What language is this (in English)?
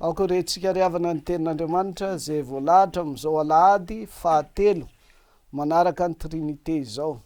Malagasy